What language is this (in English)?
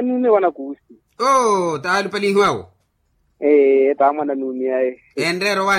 Makhuwa